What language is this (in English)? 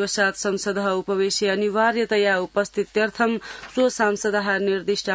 Sanskrit